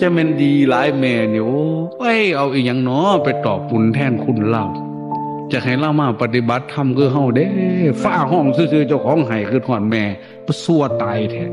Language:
Northeastern Thai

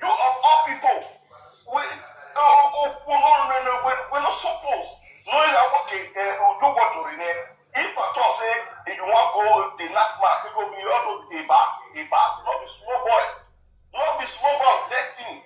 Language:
Nigerian Pidgin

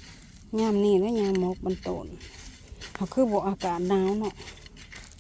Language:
Lao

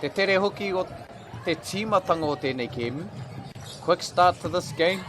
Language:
Māori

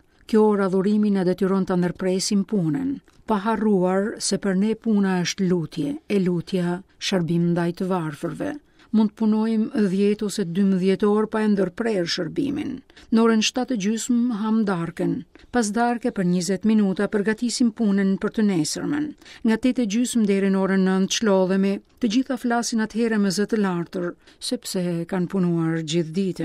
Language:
Albanian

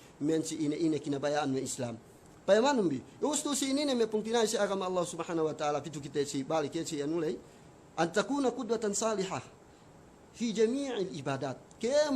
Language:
Yakan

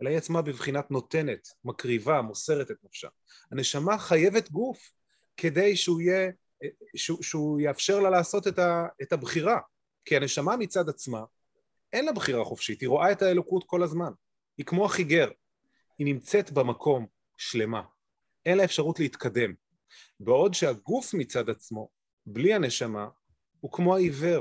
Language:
Hebrew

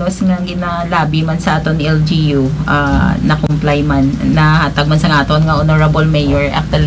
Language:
Hiligaynon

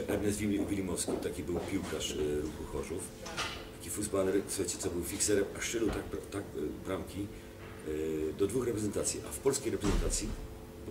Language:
Silesian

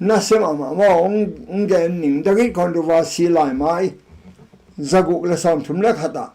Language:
Tedim Chin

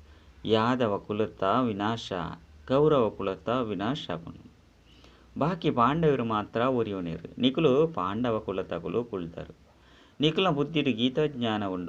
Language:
Tulu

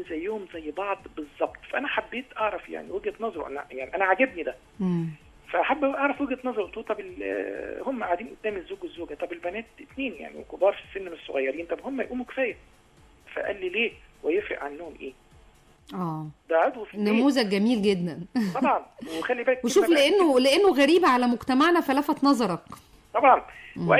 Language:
Egyptian Arabic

